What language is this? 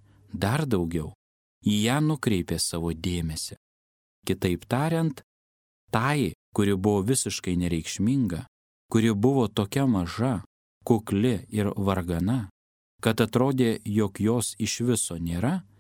Lithuanian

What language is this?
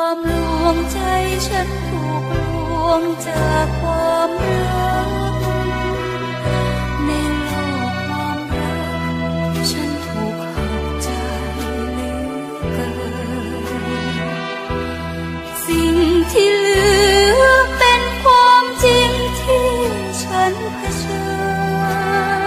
Thai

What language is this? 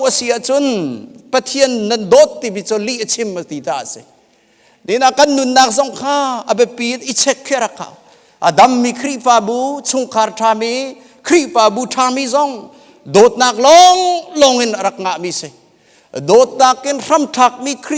Hakha Chin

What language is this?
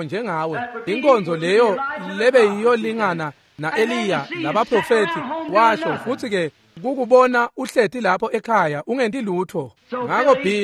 Swati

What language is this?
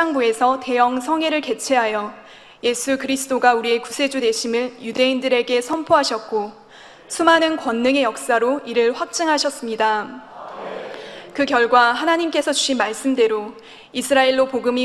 Korean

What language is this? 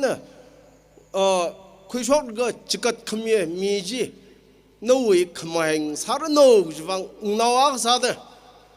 Tangkhul Naga (India)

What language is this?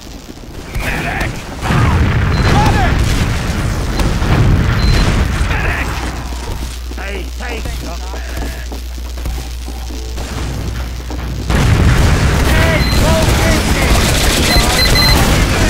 English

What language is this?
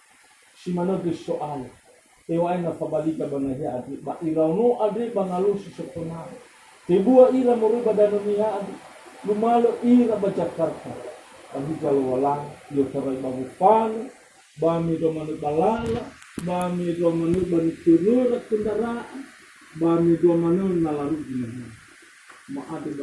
Nias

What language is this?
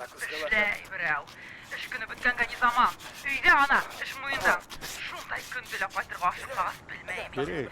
Bashkir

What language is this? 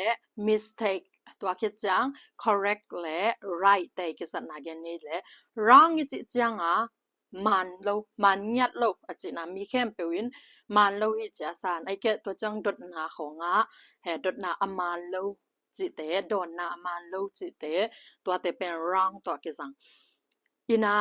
Tedim Chin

